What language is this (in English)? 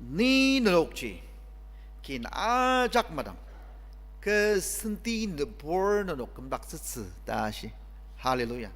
Ao Naga